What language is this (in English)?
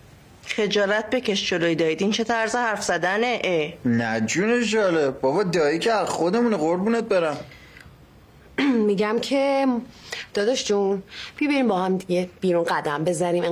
Persian